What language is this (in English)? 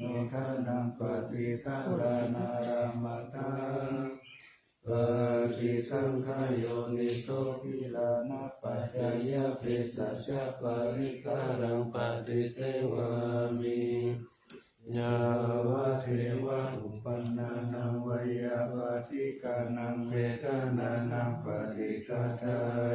Pali